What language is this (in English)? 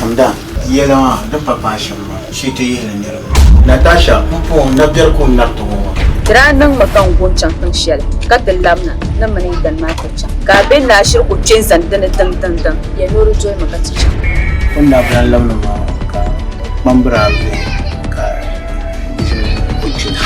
Dagbani